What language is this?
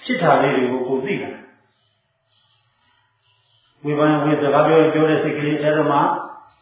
Burmese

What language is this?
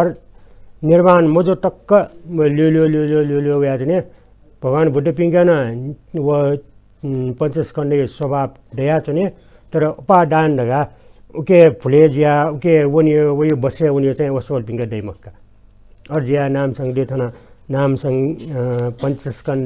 Newari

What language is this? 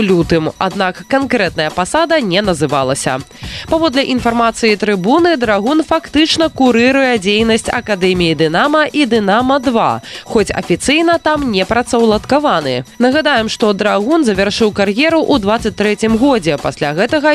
Belarusian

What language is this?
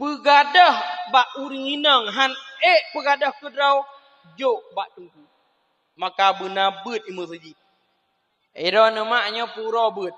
Achinese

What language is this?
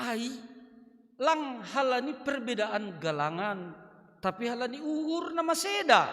Batak Simalungun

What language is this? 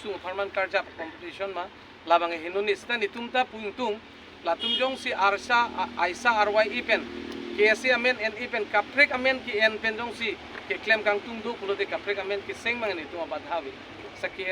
Karbi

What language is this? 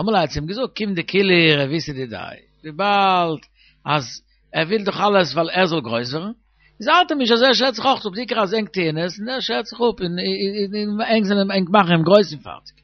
Yiddish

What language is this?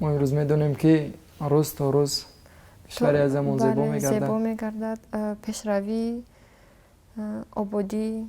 Tajik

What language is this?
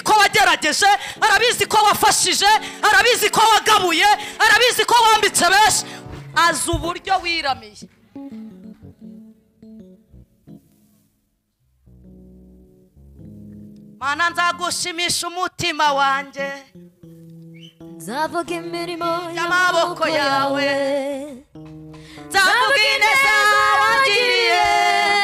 Kinyarwanda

